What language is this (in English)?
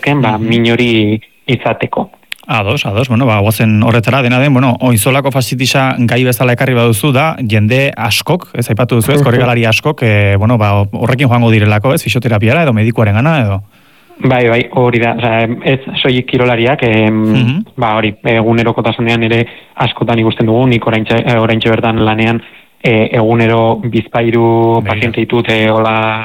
Basque